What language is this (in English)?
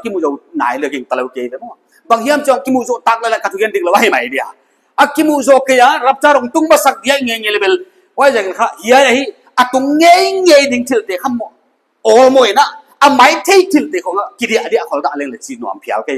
Paite Chin